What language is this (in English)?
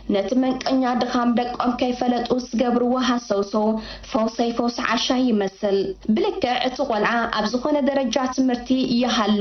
Tigrinya